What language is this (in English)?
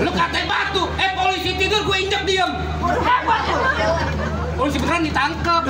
Betawi